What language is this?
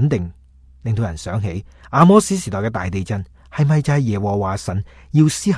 Cantonese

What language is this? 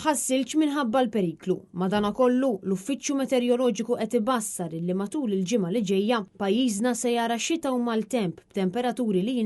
Maltese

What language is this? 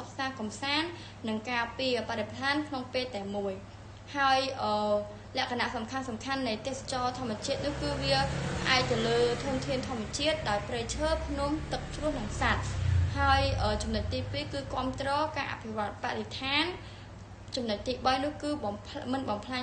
Khmer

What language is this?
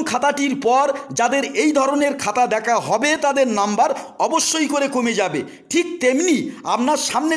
Bangla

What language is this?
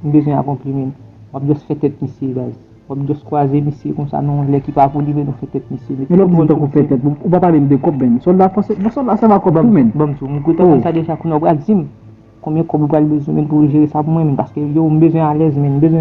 Haitian Creole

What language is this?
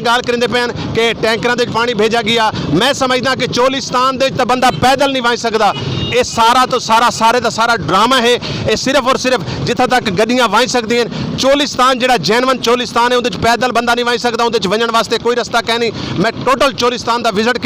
Saraiki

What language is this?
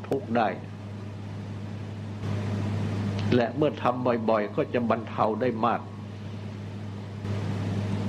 Thai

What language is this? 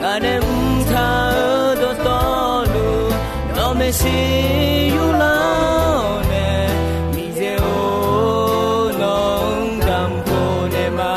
Akha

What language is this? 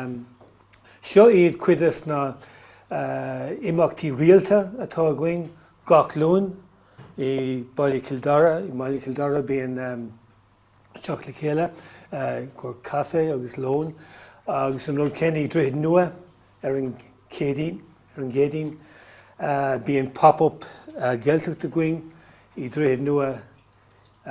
Irish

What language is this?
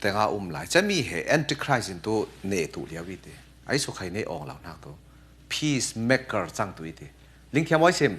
Falam Chin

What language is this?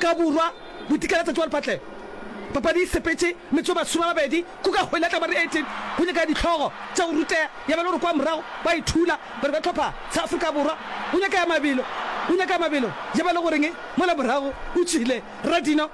Northern Sotho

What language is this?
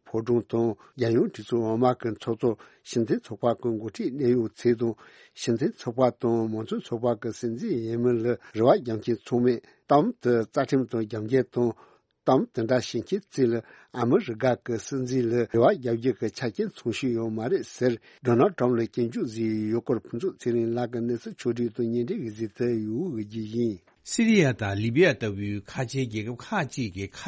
Tibetan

